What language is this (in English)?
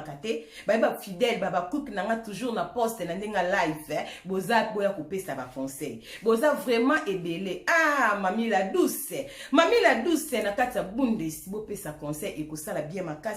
Lingala